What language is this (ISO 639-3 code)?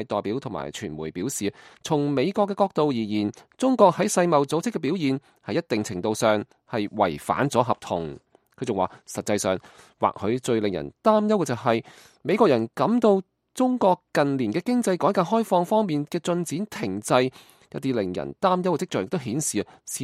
yue